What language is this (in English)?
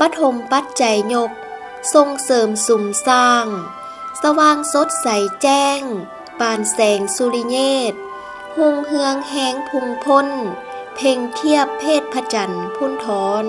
Lao